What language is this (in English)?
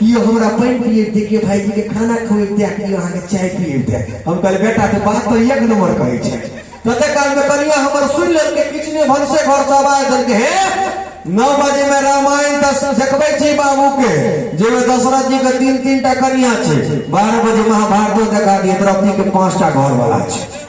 Maithili